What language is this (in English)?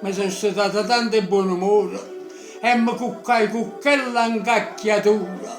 Neapolitan